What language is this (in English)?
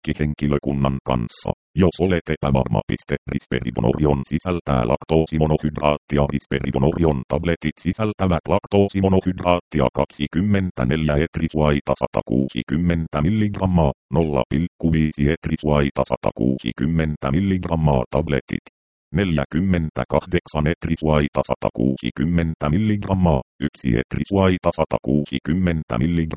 Finnish